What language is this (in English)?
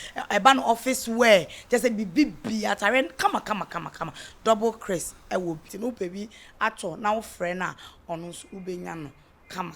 Akan